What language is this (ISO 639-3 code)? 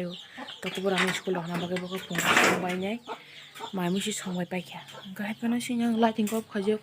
trp